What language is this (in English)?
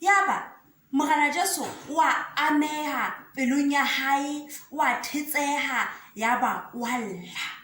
Southern Sotho